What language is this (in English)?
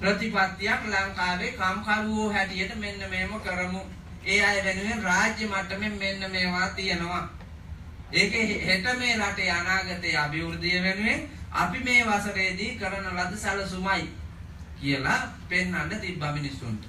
Sinhala